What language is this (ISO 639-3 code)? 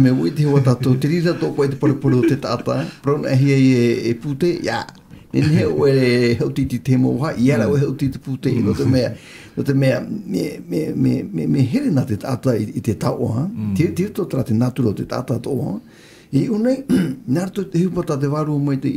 tah